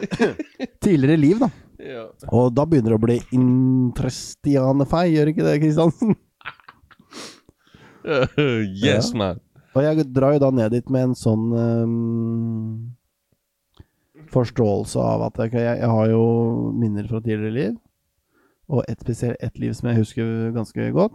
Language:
Norwegian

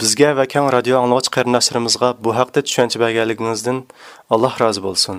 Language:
Uyghur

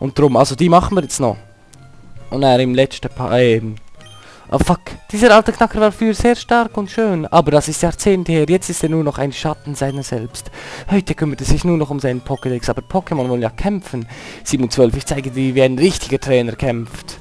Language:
Swiss German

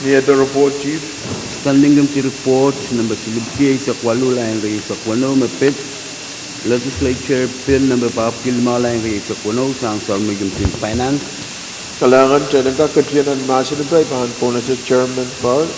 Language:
Pohnpeian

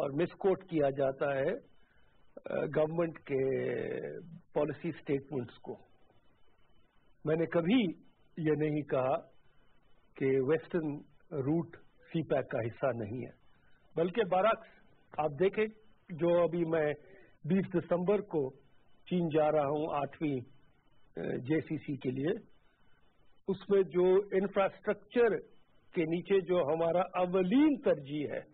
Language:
Urdu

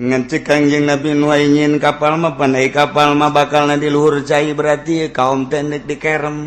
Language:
Sundanese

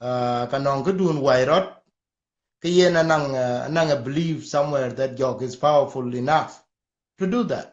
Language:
Dinka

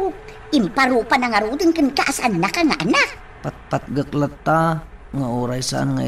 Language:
Iloko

